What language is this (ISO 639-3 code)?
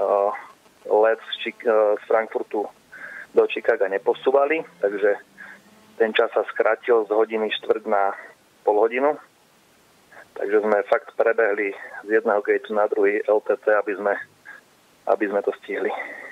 slk